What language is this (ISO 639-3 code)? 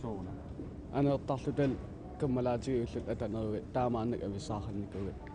kal